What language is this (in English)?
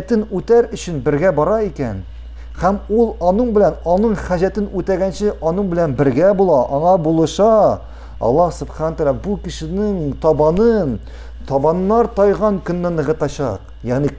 Tatar